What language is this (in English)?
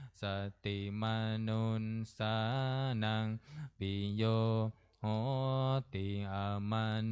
Pali